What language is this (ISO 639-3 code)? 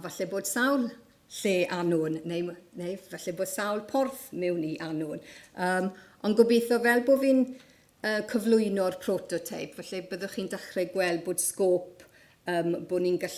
cym